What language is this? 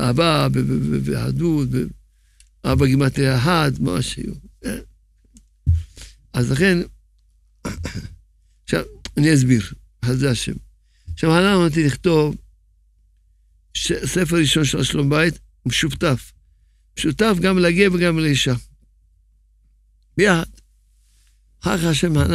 Hebrew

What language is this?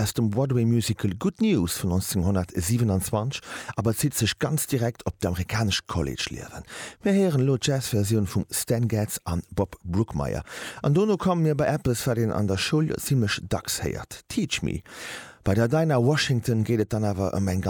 Luxembourgish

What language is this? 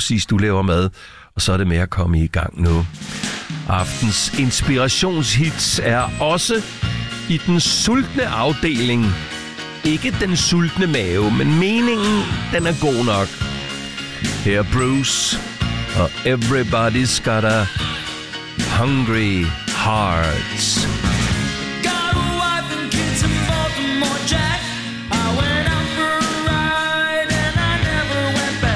Danish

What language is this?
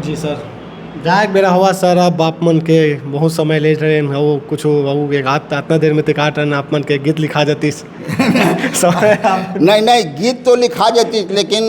Chhattisgarhi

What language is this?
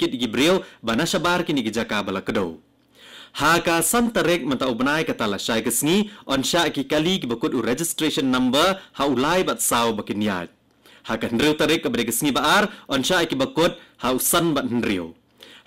Khasi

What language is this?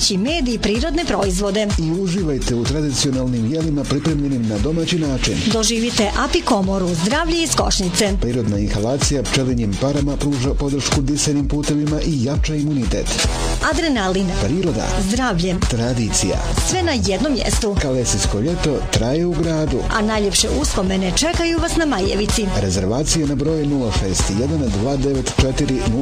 Bosnian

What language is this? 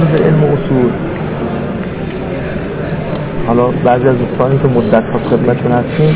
Persian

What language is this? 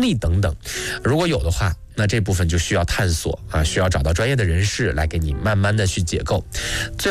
Chinese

